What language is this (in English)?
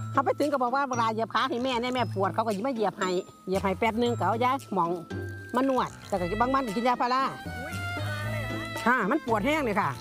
Thai